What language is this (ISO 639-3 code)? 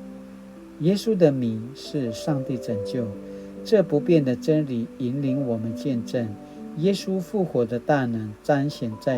pwn